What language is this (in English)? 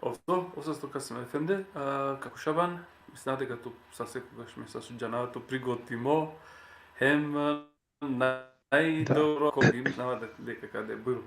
Balkan Romani